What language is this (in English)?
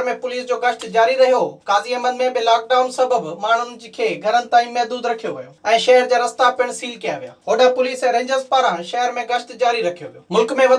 Sindhi